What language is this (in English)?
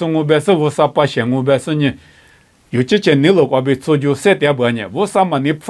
Lisu